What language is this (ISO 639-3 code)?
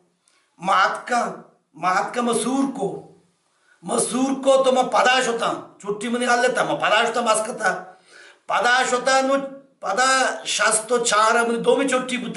bal